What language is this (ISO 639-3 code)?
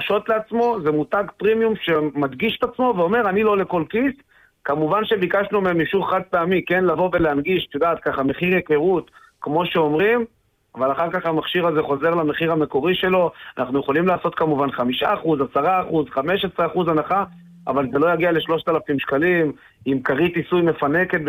heb